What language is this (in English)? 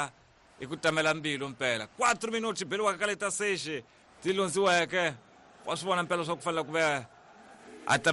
Tsonga